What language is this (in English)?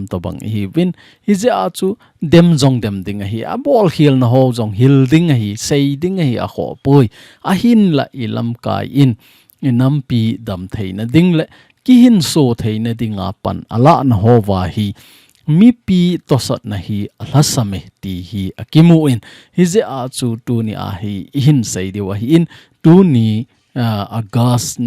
Thado Chin